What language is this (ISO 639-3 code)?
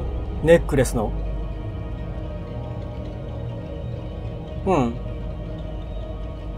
jpn